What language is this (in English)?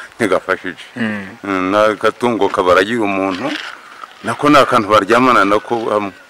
Kinyarwanda